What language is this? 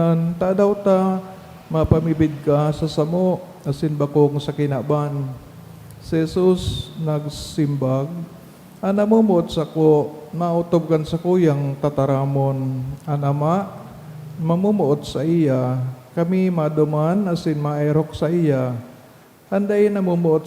Bikol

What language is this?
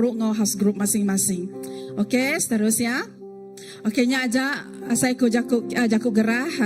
Iban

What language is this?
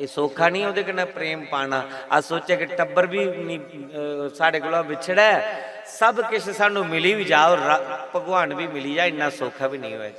Dogri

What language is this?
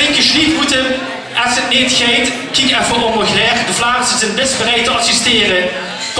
Limburgish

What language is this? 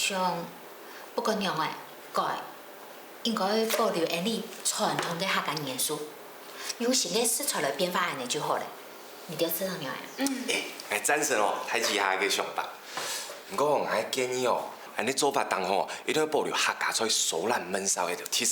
Hakka Chinese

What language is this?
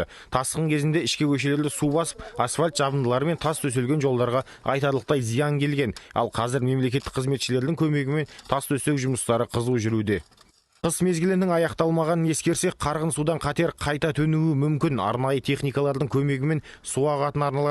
Kazakh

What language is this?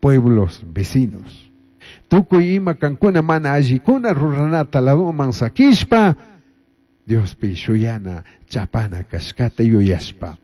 Chimborazo Highland Quichua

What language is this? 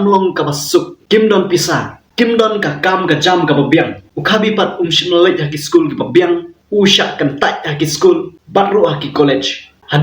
Khasi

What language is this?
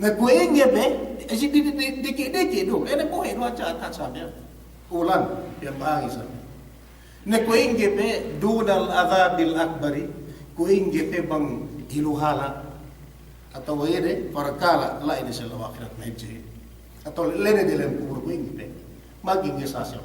Yakan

